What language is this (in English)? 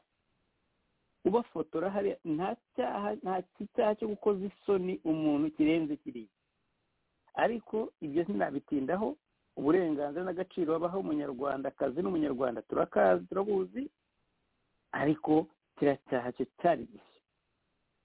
Kinyarwanda